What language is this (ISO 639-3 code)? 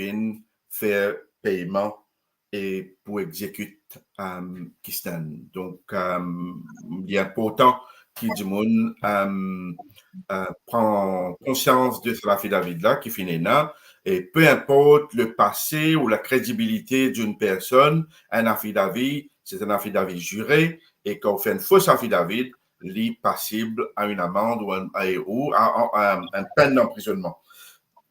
mfe